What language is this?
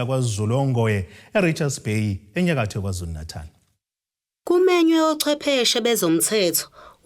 Zulu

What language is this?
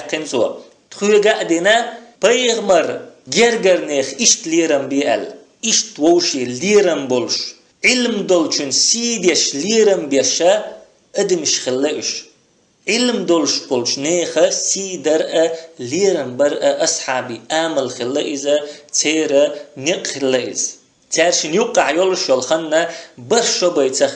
Chechen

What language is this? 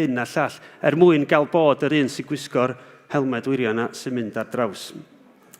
Welsh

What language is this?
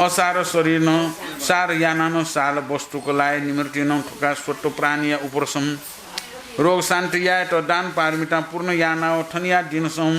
Newari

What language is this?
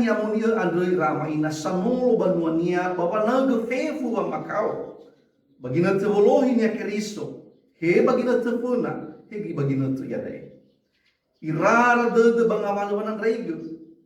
Nias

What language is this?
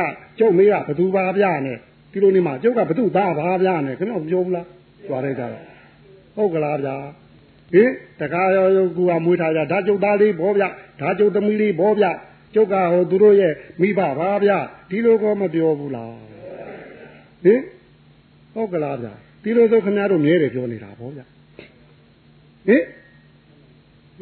Burmese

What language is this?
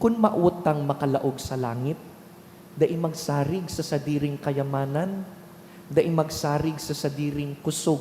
Bikol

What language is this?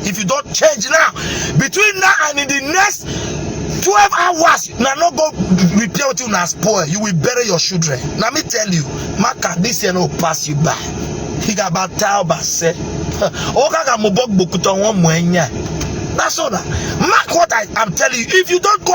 Nigerian Pidgin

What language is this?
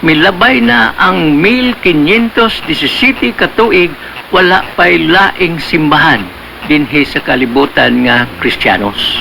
Cebuano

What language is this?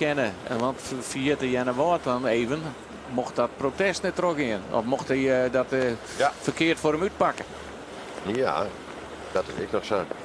Western Frisian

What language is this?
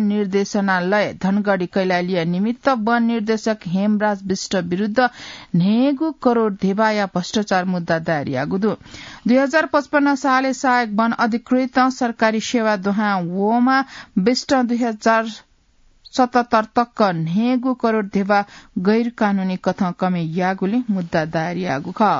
Newari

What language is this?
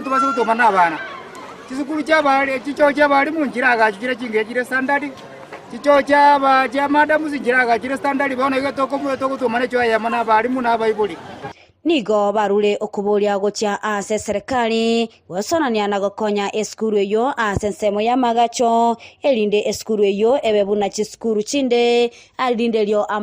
Gusii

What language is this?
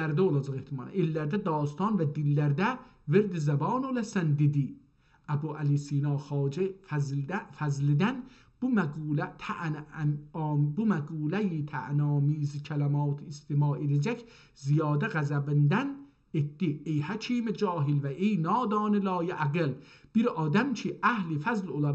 South Azerbaijani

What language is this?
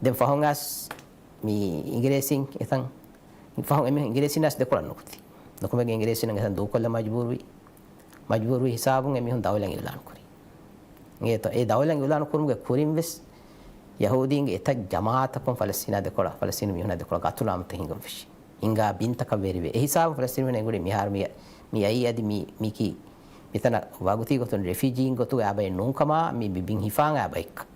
Divehi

